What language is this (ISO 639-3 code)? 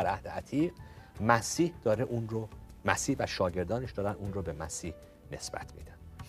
fas